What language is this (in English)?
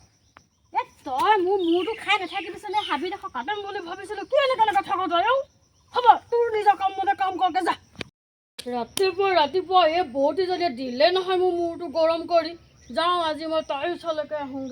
Assamese